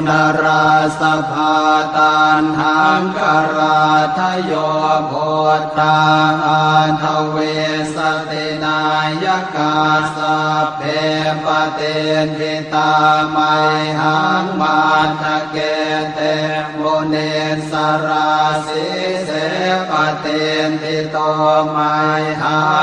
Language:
Pali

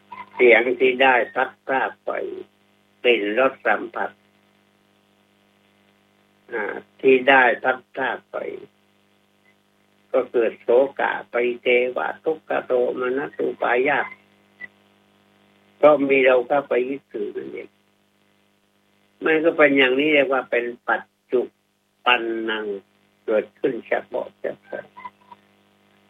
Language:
Thai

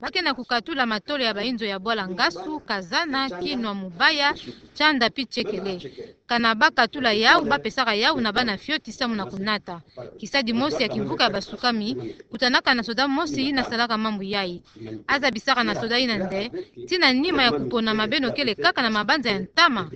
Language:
Kituba (Democratic Republic of Congo)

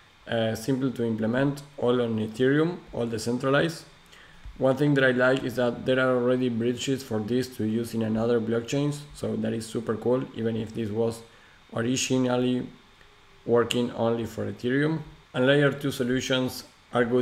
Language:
English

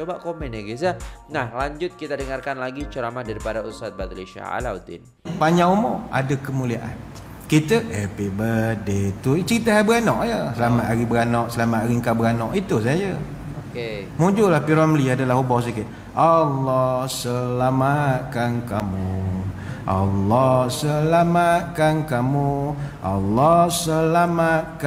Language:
Malay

